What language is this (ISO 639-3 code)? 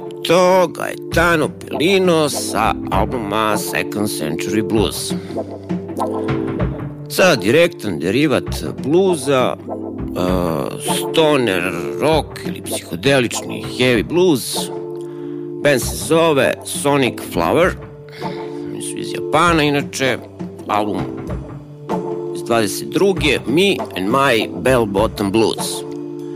srp